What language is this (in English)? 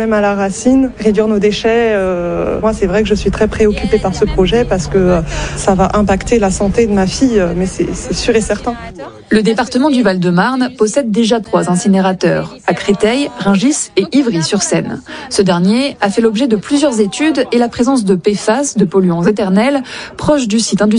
French